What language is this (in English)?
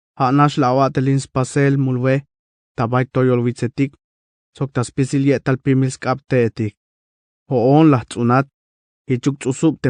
Tzeltal